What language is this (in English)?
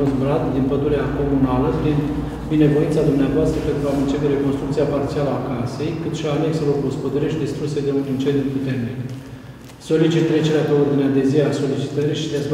Romanian